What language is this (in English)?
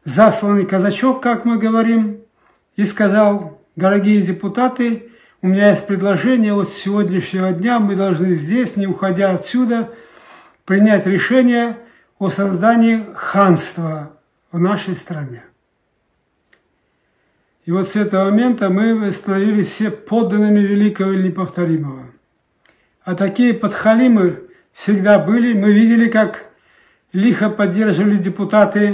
Russian